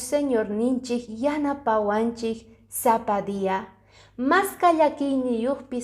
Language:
Quechua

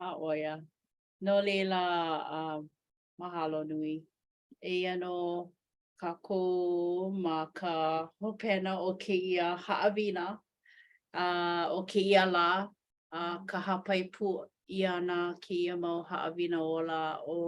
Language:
Hawaiian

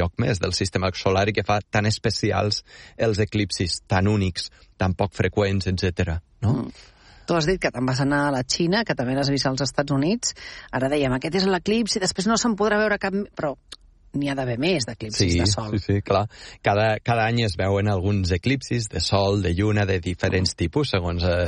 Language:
Catalan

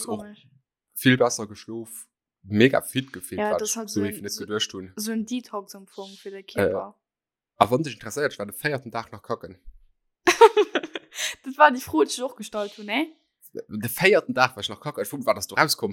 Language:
Luxembourgish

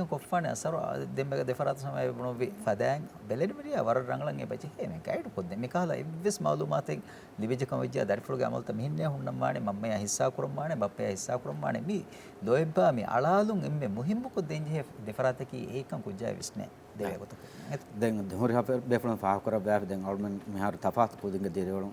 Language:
Divehi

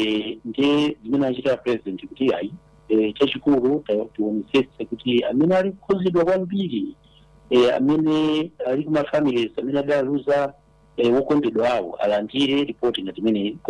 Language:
Nyanja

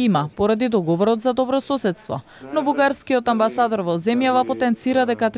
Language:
Macedonian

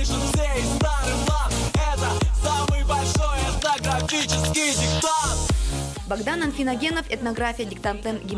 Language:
Udmurt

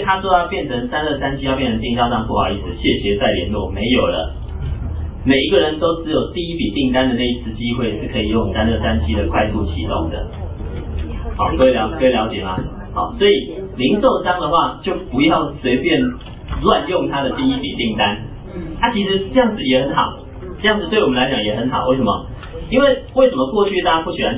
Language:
Chinese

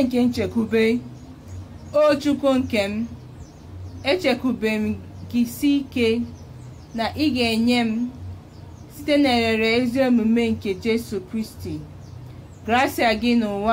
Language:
Igbo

